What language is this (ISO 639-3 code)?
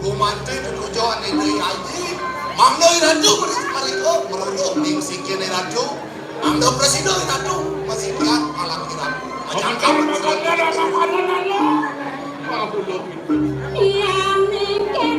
ban